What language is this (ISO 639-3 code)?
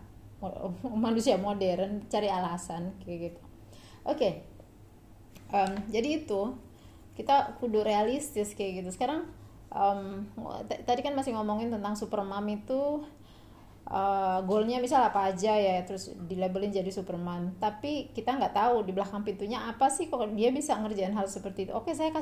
ind